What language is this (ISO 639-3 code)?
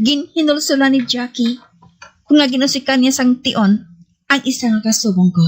hil